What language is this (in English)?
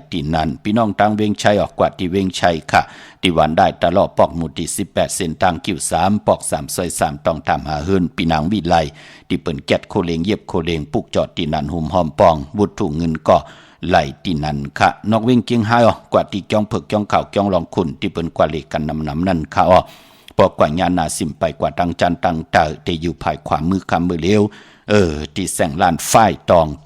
Shan